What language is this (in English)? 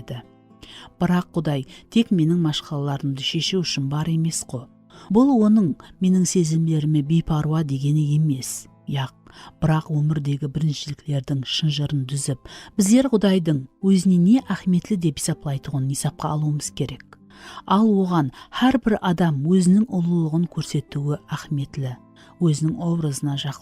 Kara-Kalpak